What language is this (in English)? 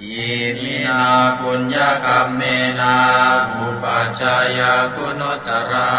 Pali